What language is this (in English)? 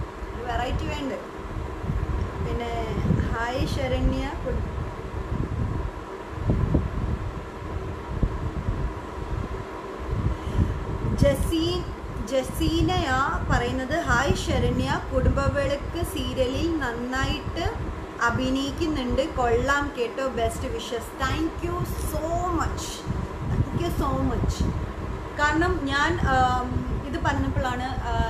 Malayalam